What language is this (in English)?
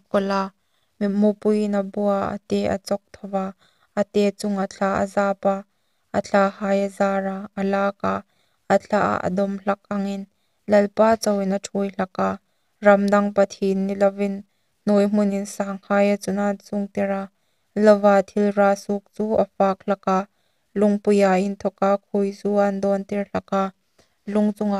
Hmar